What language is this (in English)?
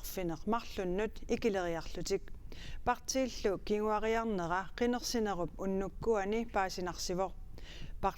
Kalaallisut